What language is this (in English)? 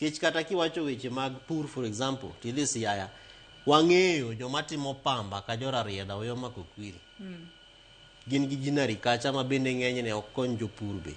Luo (Kenya and Tanzania)